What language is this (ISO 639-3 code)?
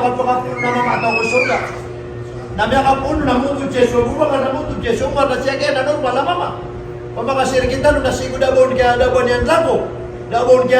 mrw